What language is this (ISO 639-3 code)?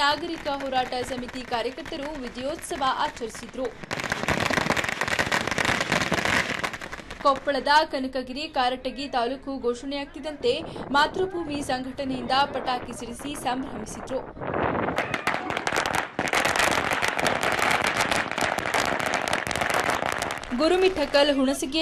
kan